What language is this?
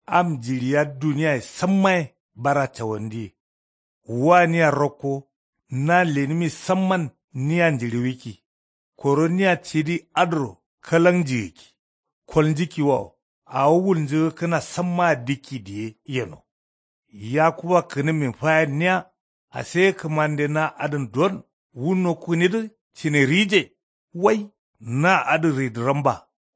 Kanuri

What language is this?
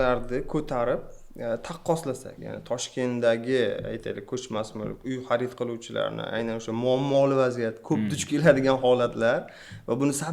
Uzbek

